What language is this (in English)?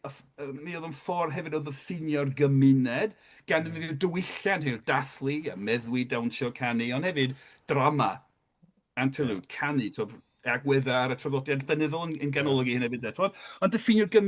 Welsh